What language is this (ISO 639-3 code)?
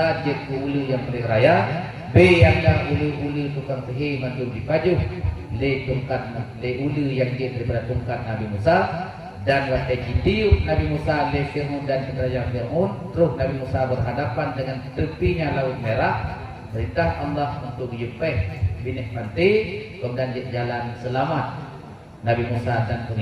ace